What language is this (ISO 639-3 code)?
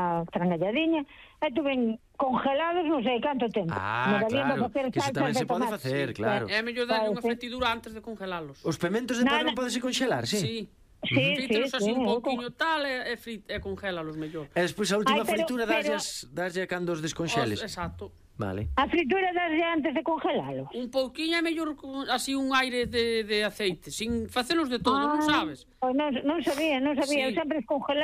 glg